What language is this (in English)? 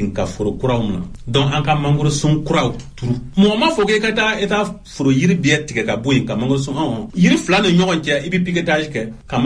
Bambara